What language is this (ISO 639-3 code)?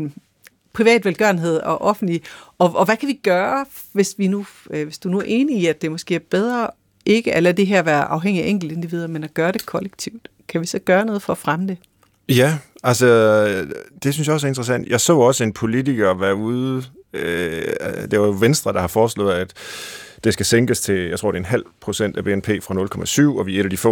dan